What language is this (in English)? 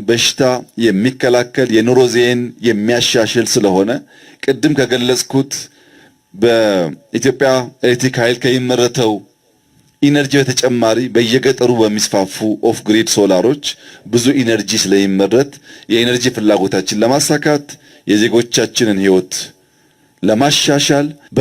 Amharic